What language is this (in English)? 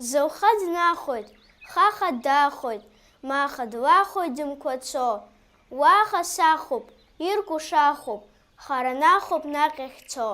Abkhazian